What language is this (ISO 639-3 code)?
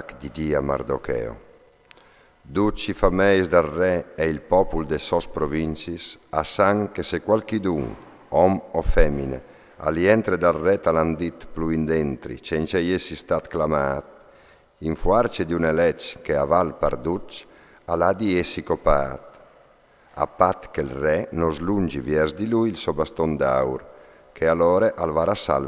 fur